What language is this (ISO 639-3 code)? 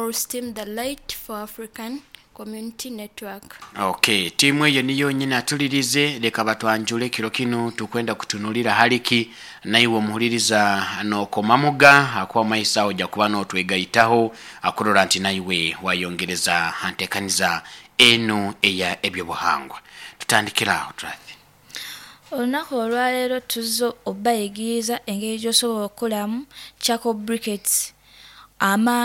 nyo